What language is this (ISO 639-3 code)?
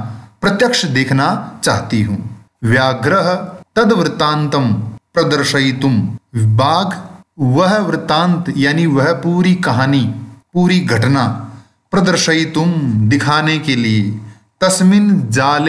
hin